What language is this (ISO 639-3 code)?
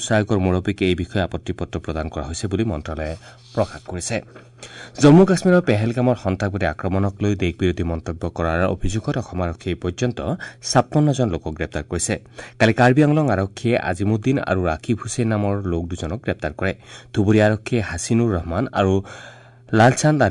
asm